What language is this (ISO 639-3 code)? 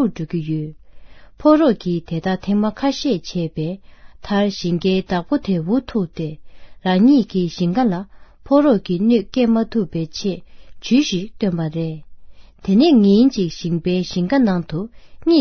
bod